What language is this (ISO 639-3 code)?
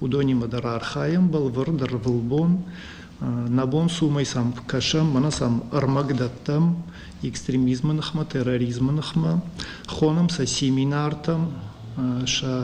oss